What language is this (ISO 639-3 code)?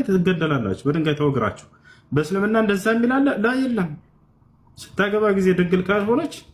amh